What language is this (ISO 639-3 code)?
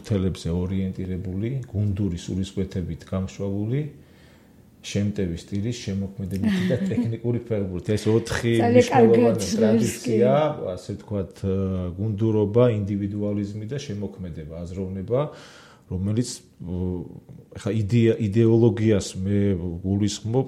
kat